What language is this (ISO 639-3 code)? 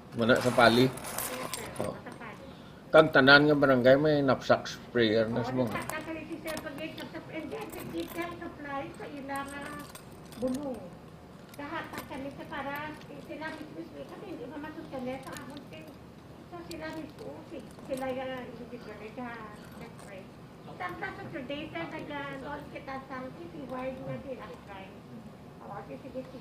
hil